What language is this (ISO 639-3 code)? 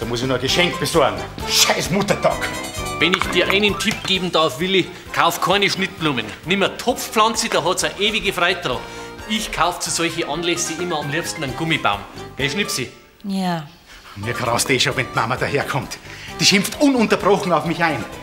bar